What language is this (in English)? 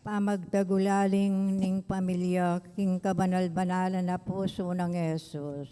Pampanga